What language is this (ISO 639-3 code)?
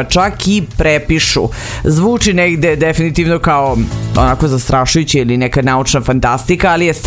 srp